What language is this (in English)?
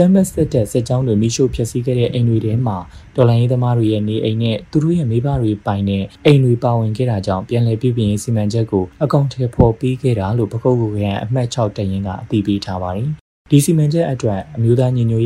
Burmese